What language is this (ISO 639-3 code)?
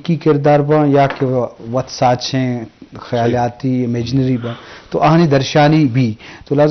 bgp